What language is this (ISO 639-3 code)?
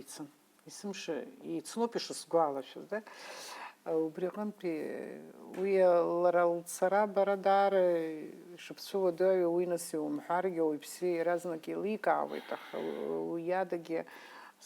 abk